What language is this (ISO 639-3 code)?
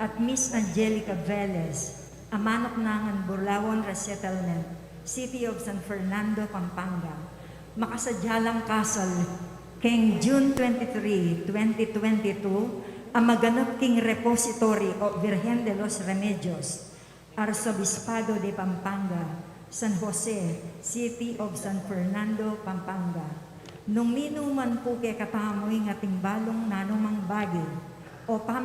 pam